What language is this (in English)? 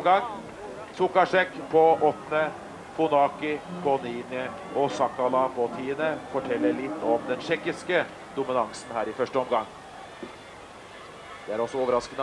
Norwegian